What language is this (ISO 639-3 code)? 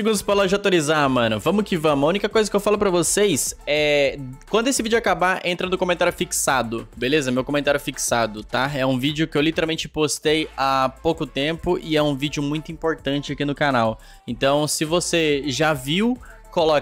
por